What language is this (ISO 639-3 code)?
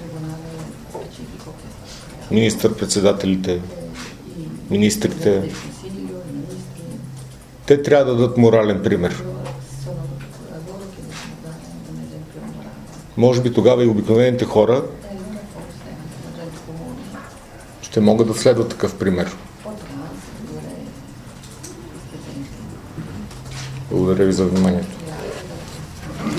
bul